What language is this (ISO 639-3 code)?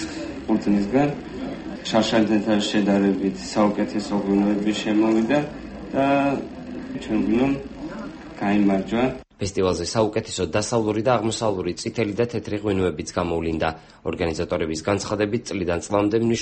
kat